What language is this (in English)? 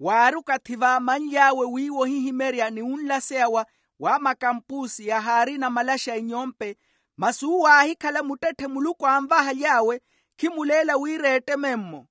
Makhuwa